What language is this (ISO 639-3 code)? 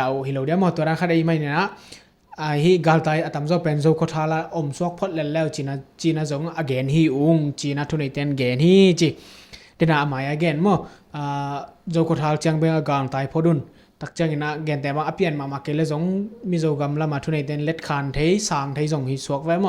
ctd